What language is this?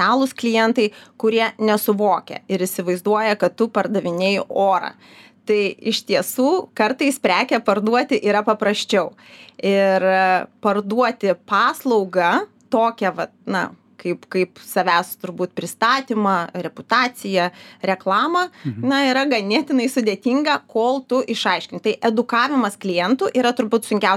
Lithuanian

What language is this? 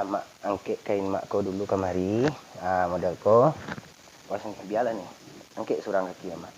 Minangkabau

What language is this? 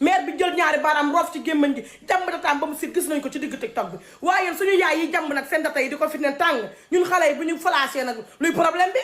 Wolof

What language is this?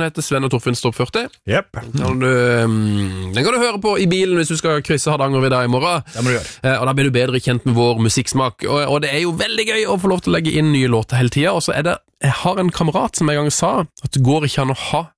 Norwegian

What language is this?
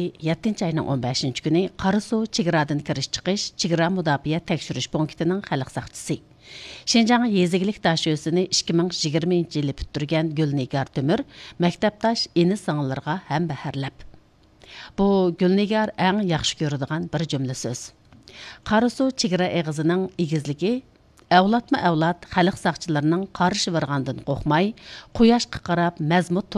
Uyghur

